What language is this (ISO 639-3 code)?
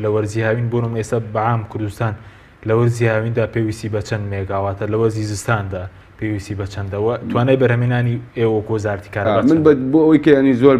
ckb